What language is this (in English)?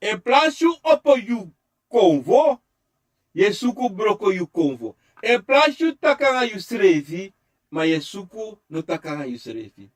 Sranan Tongo